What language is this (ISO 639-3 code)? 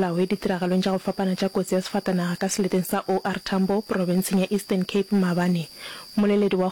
nso